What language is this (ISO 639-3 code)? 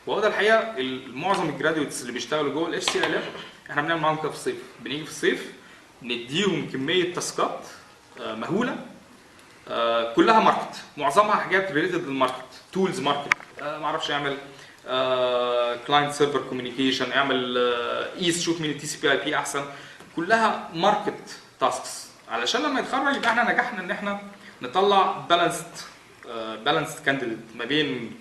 arz